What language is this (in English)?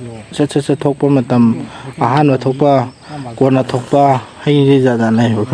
Manipuri